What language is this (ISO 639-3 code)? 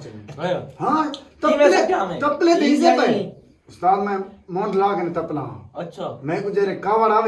skr